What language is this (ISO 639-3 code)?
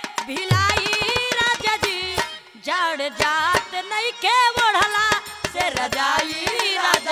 bho